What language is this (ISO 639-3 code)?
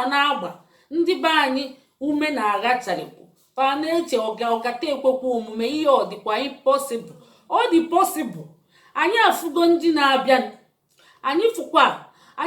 ibo